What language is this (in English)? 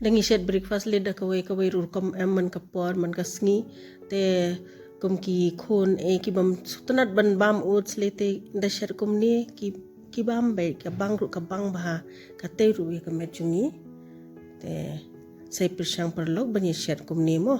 Khasi